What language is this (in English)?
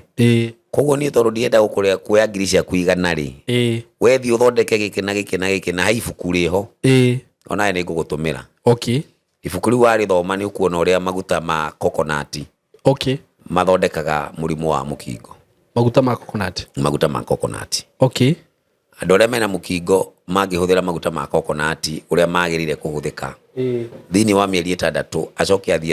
Kikuyu